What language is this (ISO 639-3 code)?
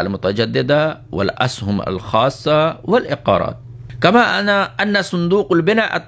urd